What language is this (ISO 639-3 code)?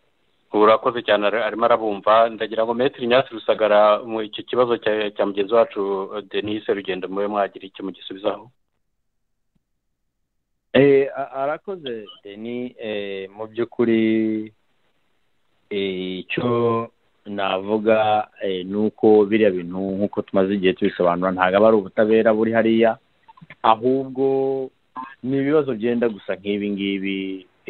kin